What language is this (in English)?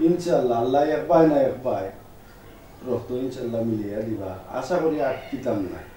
Sylheti